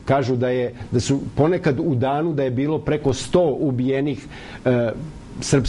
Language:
Serbian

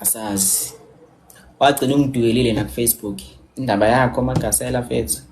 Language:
Zulu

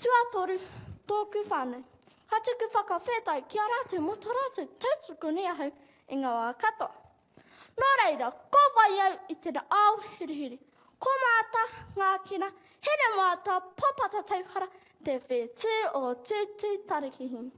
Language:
Māori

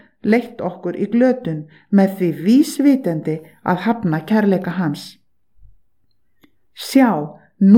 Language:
Icelandic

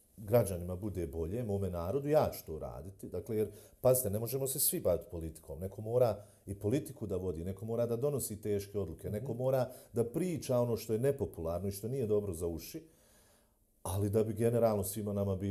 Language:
Bosnian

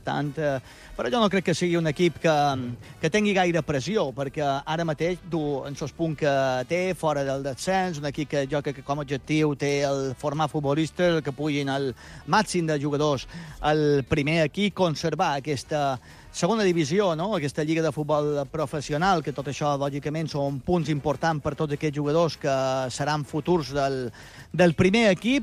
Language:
Catalan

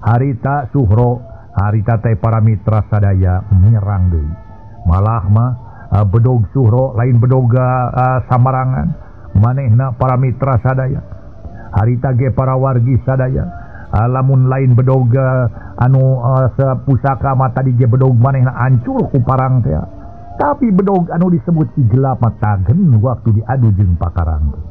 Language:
Sundanese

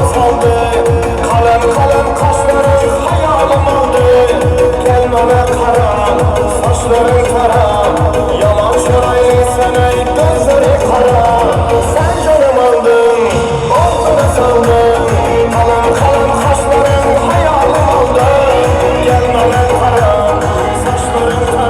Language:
Turkmen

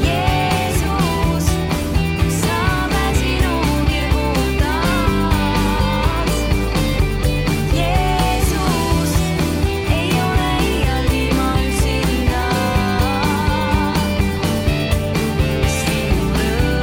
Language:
Estonian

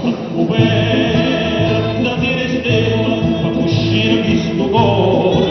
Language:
Neapolitan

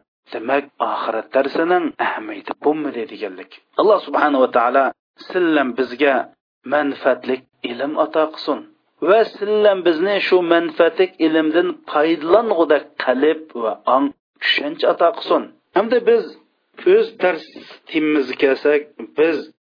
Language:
Uyghur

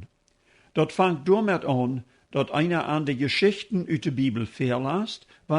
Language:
Plautdietsch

